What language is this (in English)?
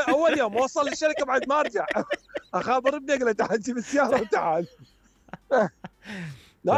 Mesopotamian Arabic